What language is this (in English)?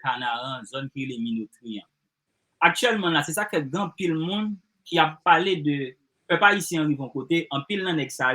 Haitian Creole